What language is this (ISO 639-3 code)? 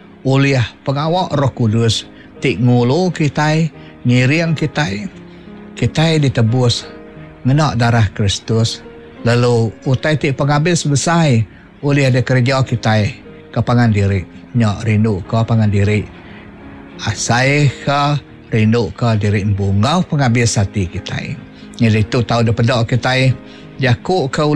iba